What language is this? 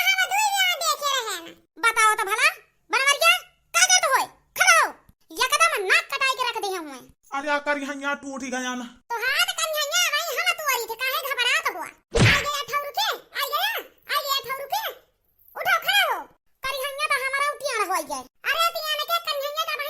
Awadhi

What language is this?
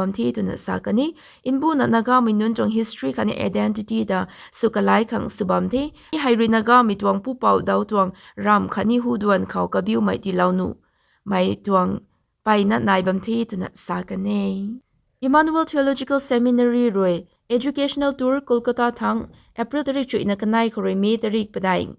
Rongmei Naga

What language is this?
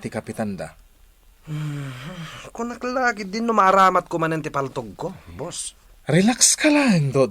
Iloko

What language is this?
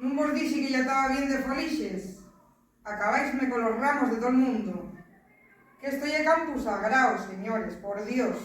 Asturian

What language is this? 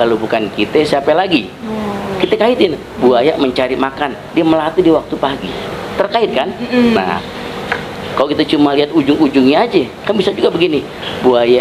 Betawi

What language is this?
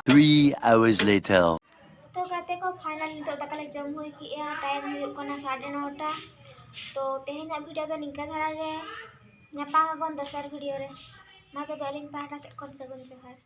Santali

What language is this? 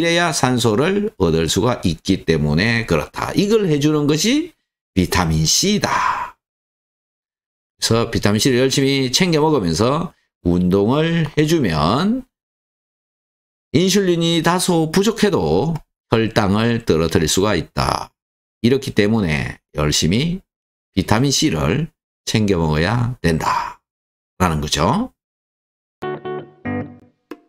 Korean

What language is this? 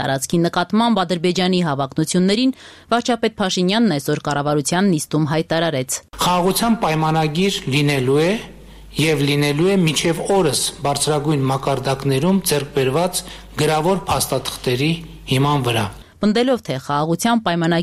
Armenian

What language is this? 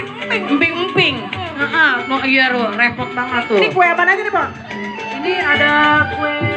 Betawi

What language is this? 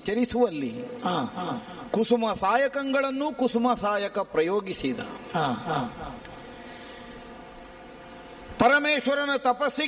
Kannada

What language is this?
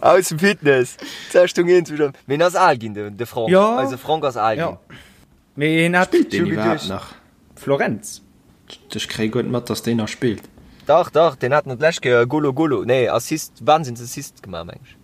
Luxembourgish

